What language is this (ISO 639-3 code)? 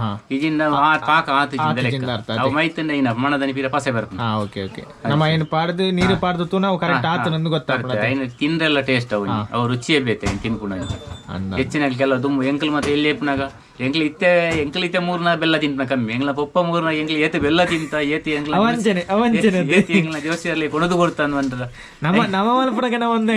tcy